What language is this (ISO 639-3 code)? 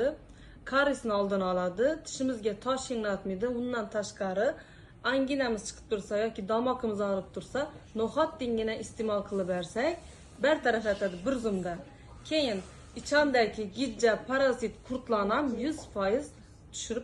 uzb